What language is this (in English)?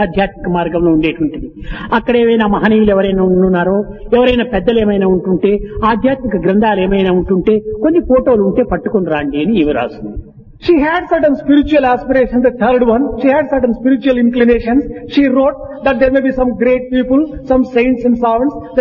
Telugu